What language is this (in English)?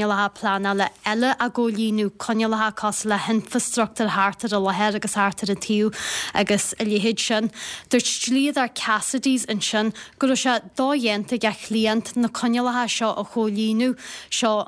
Irish